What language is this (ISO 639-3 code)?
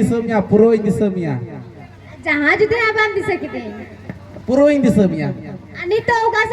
sat